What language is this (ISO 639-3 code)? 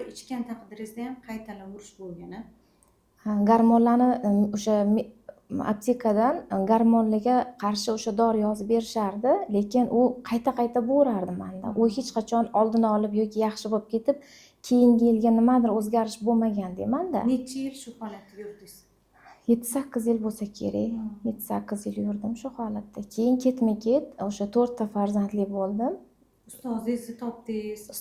uzb